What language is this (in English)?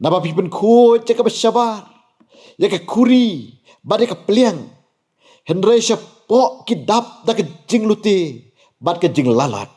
Khasi